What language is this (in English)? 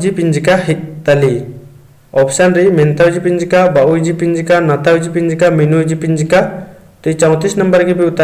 Kurukh